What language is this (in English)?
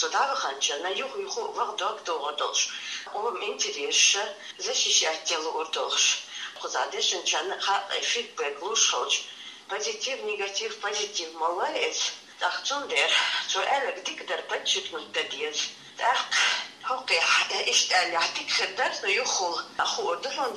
Chechen